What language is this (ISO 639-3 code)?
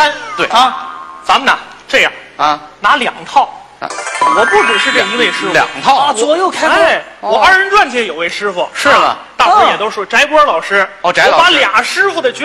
zho